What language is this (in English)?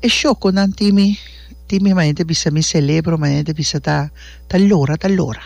Papiamento